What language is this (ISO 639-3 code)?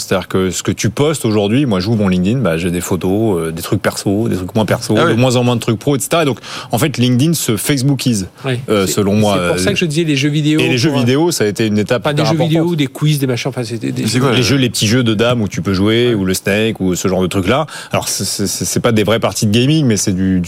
fra